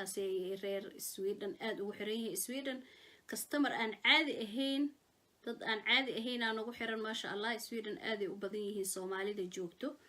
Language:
Somali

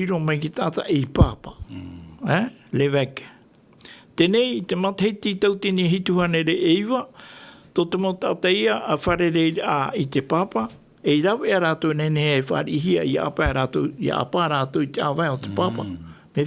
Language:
Tahitian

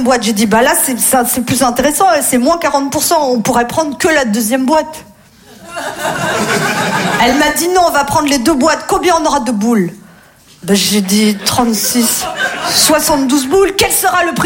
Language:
French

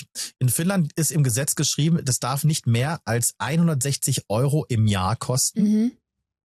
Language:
German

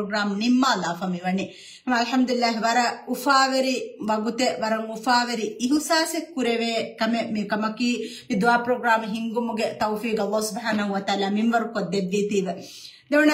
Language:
Divehi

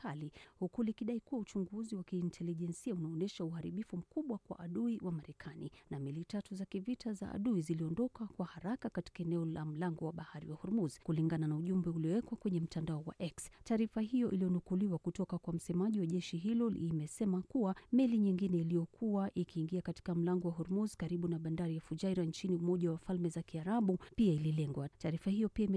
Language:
Swahili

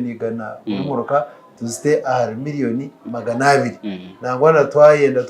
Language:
Nyankole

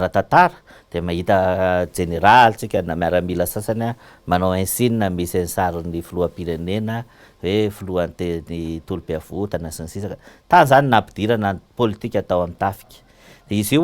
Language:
Malagasy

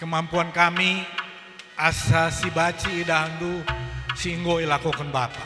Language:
Batak Karo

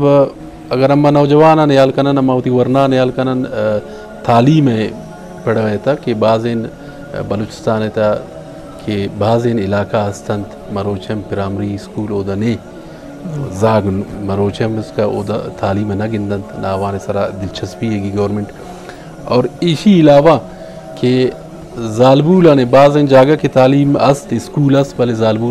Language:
Eastern Balochi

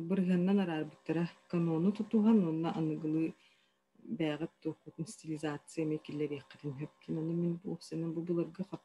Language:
Yakut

